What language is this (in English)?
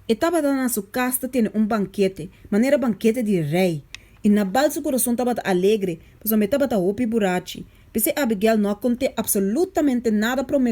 Papiamento